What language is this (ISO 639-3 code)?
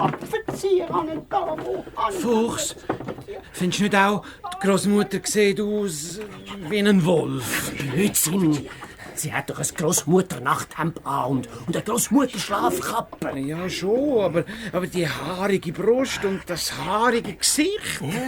gsw